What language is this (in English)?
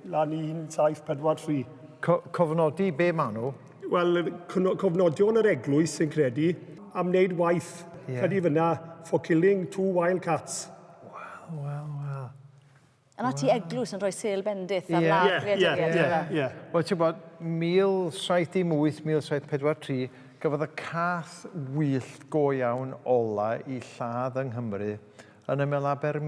Welsh